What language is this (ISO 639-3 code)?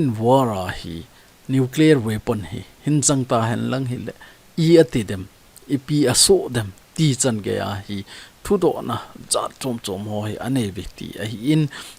tcz